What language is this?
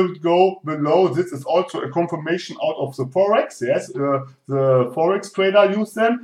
English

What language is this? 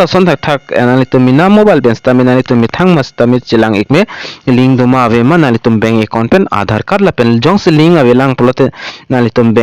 Karbi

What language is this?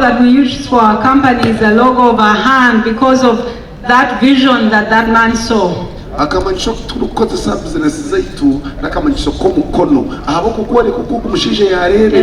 Nyankole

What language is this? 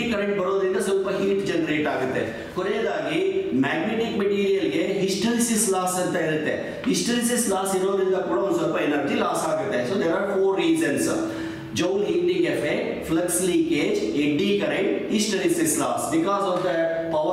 Kannada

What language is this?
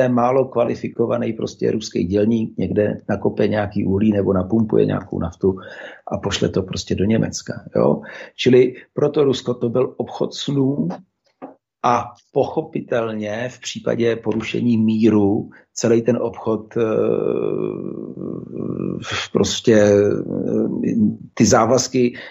Czech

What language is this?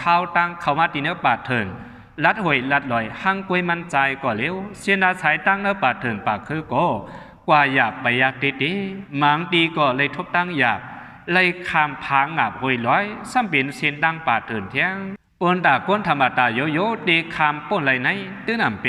Shan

